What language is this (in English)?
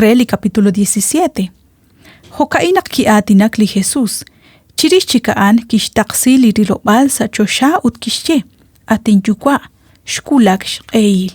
Kekchí